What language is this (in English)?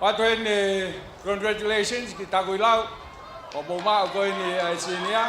Tongan